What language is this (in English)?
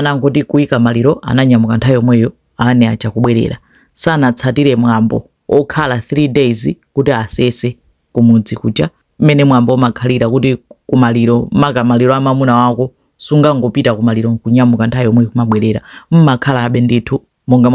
Nyanja